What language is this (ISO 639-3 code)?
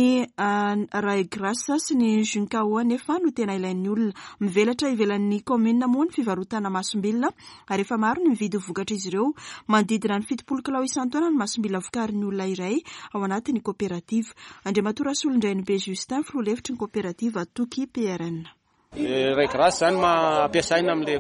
mlg